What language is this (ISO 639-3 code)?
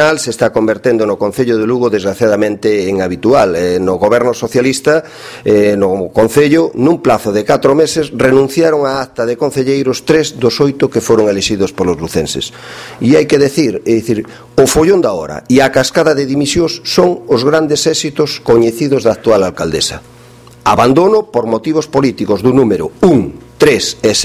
glg